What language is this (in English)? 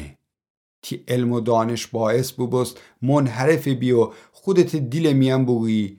Gilaki